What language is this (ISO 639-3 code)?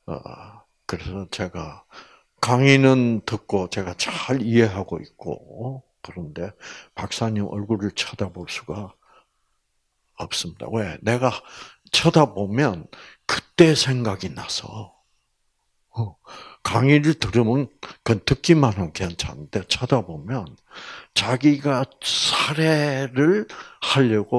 kor